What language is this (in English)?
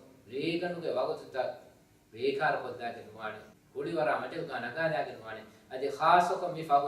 Divehi